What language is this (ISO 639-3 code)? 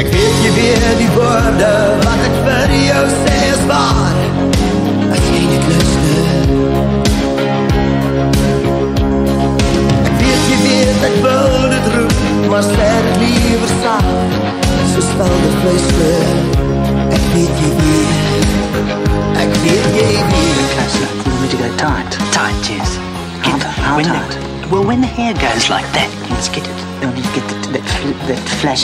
afr